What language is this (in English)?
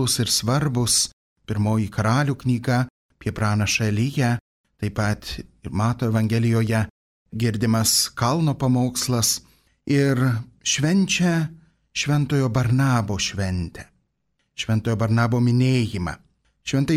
Lithuanian